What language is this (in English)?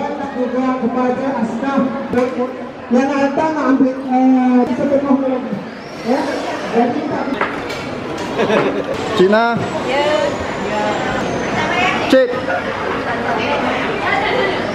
Malay